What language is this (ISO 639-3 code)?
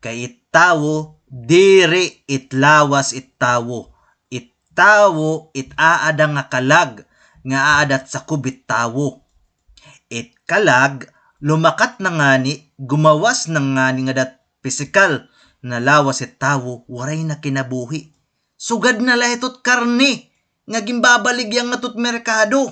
war